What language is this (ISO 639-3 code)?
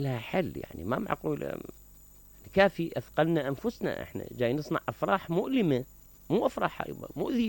acm